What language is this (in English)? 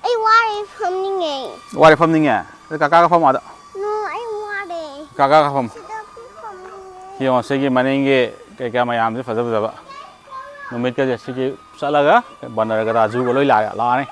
Manipuri